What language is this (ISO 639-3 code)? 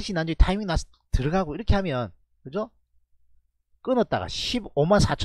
kor